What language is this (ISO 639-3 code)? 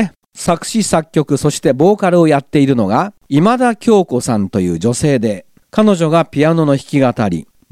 jpn